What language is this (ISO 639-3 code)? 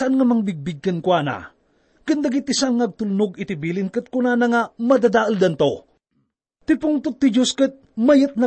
ilo